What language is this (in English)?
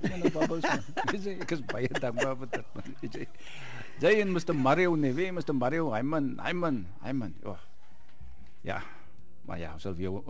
Afrikaans